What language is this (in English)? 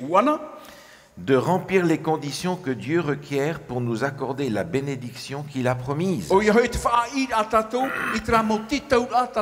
Tahitian